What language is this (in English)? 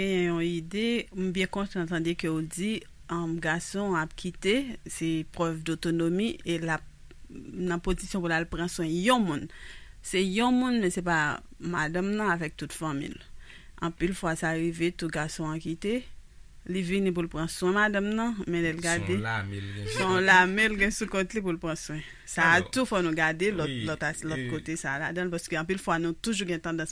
Haitian Creole